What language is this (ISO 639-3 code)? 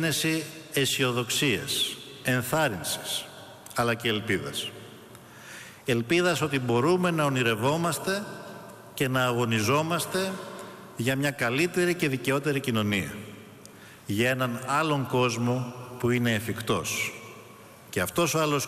ell